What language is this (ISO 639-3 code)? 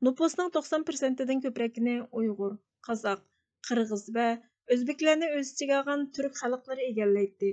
uig